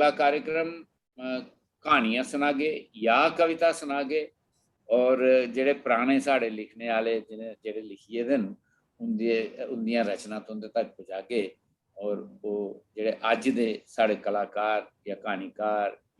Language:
Dogri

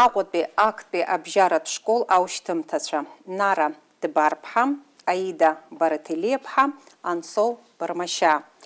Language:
Abkhazian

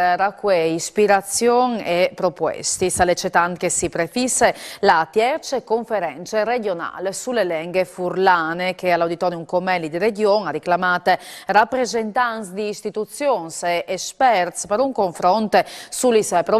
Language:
Friulian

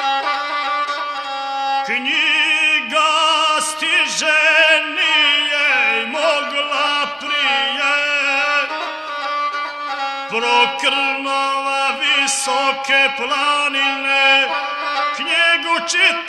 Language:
Serbian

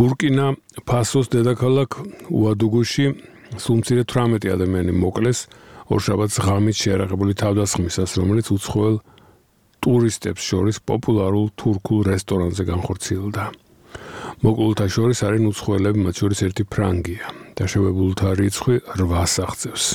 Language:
Georgian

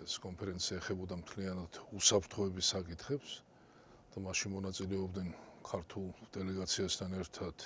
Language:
Georgian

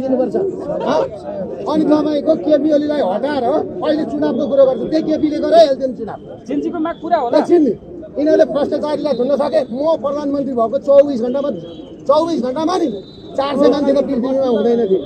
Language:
Nepali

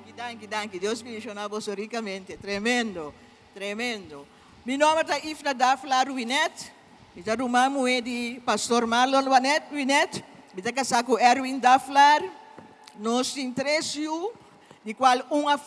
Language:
Papiamento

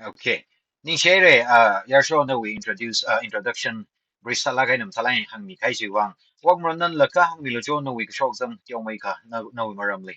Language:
Tangkhul Naga (India)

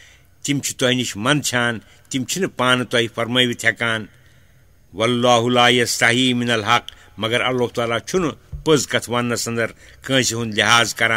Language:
Kashmiri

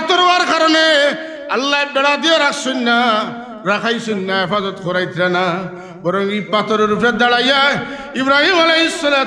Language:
Sylheti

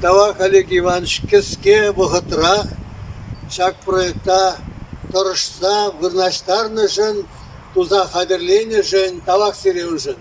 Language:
Chuvash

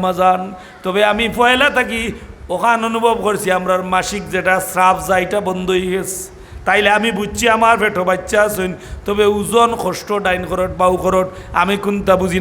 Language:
Sylheti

